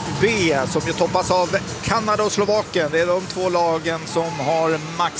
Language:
Swedish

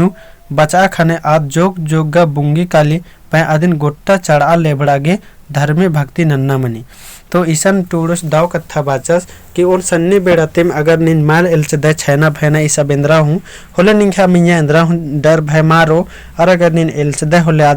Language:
Kurukh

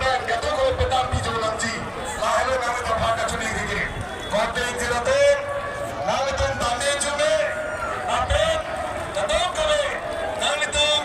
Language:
Karbi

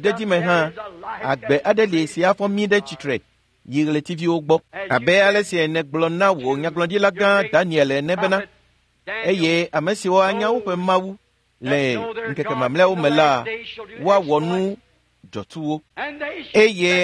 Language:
Ewe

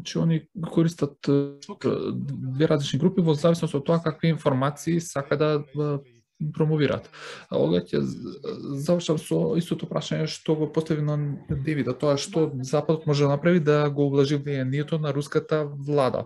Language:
Macedonian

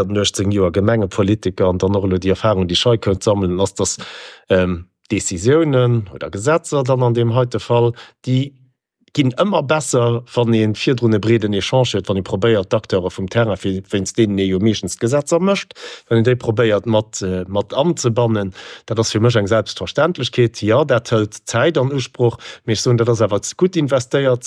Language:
Luxembourgish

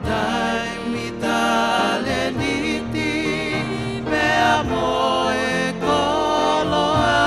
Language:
Tongan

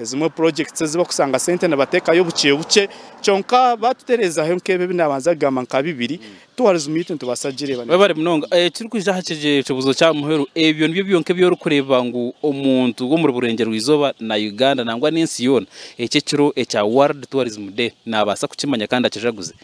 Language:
Nyankole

